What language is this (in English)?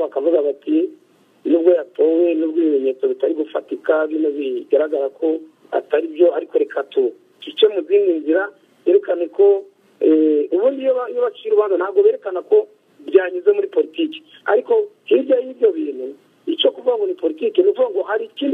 Kinyarwanda